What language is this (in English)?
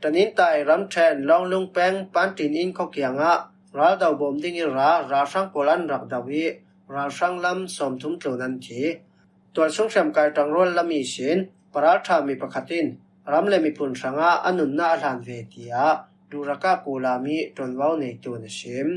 Falam Chin